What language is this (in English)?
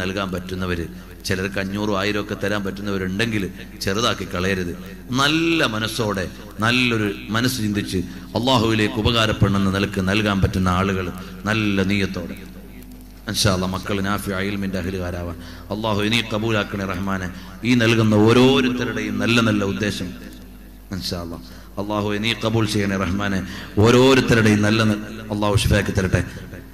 Malayalam